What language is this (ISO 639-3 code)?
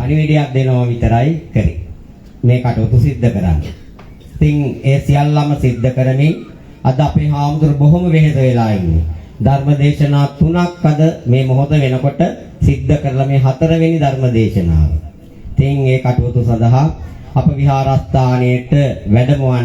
sin